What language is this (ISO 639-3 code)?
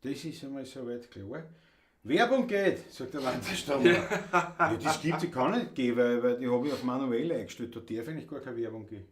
bar